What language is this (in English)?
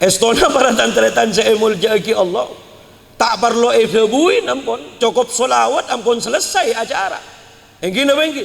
Madurese